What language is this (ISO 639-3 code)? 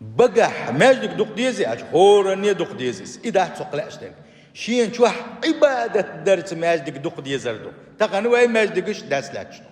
che